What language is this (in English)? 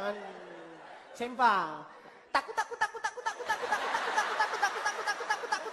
Malay